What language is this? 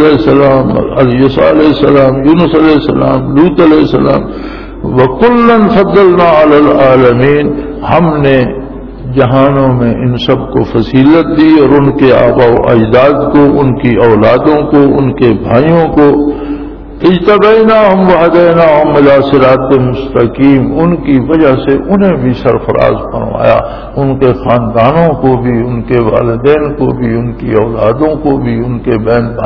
Urdu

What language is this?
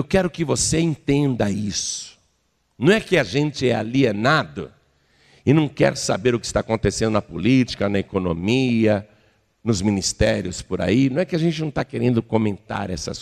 Portuguese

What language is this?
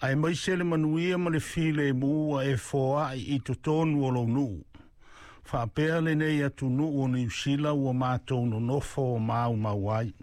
Samoan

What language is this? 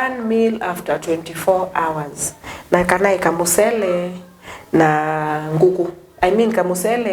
Kamba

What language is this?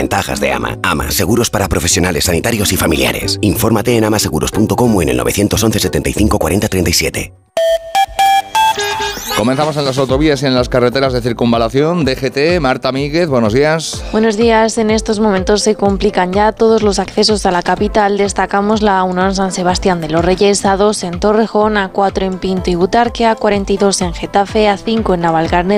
Spanish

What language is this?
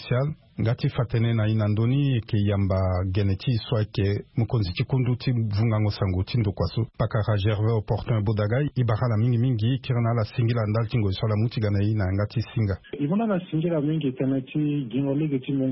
Sango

